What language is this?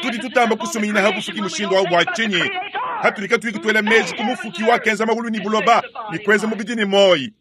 Luba-Lulua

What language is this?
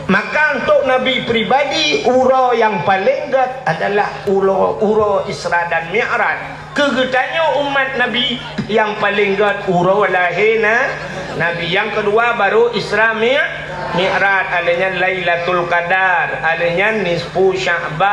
Achinese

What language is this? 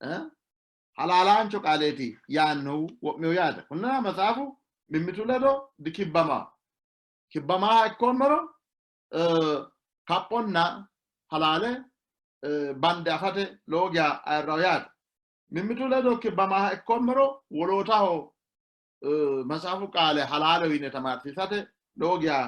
Sidamo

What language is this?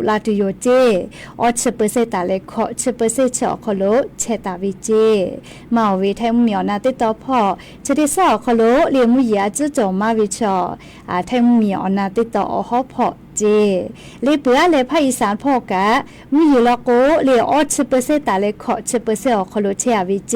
Lahu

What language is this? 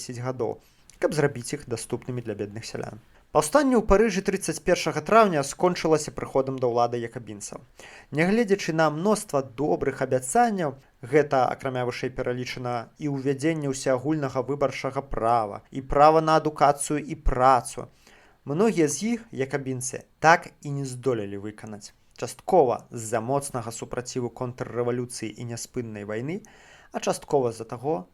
Belarusian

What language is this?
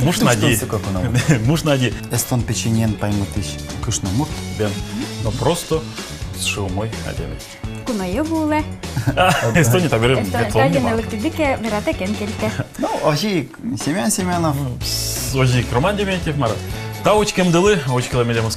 Udmurt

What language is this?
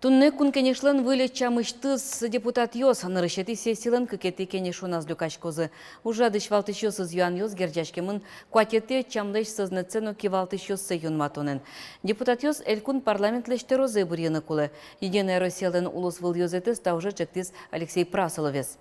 Udmurt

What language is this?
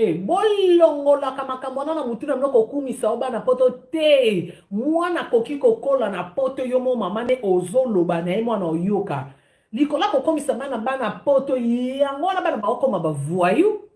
Lingala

